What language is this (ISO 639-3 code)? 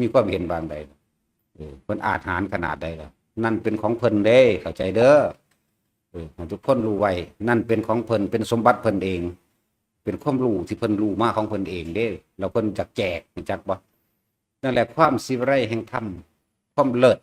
tts